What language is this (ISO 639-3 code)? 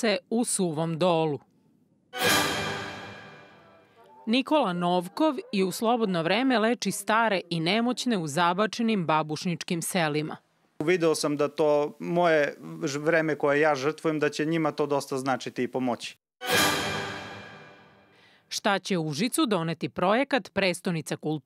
srp